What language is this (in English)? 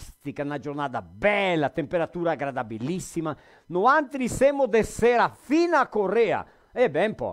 Venetian